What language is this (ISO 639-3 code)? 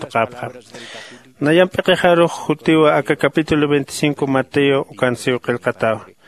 aym